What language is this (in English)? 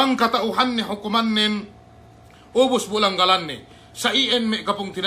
Yakan